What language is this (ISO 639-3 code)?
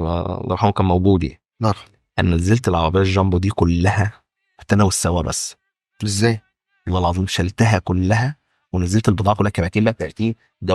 arz